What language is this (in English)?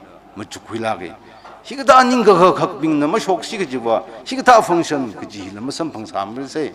Tangkhul Naga (India)